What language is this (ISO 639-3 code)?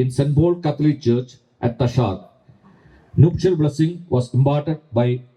nmf